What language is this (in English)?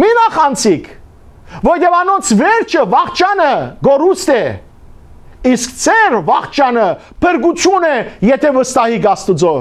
Western Armenian